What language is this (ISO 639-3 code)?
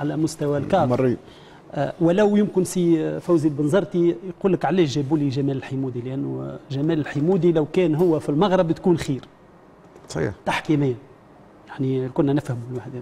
aeb